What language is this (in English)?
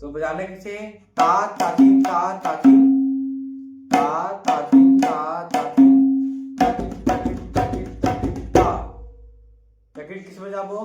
Chhattisgarhi